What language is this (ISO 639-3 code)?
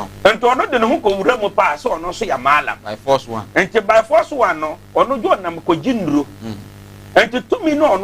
aka